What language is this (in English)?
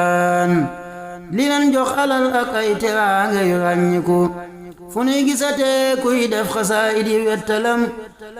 Wolof